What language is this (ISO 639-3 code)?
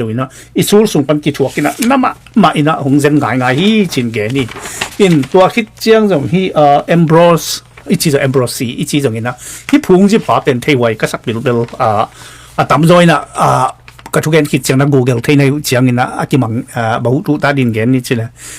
ctd